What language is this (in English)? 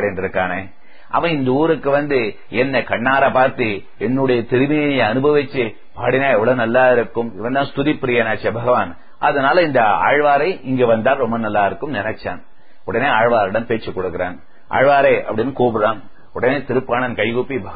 Tamil